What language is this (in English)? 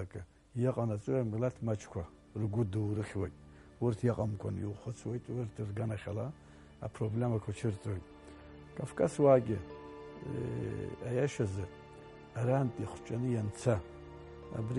Abkhazian